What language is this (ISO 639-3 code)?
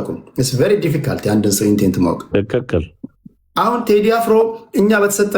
amh